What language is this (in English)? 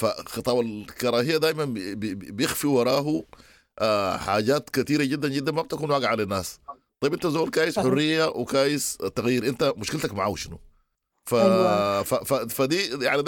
Sudanese Arabic